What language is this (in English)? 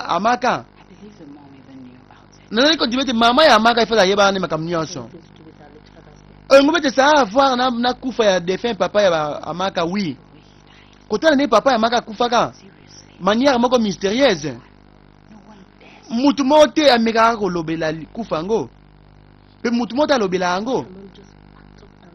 Lingala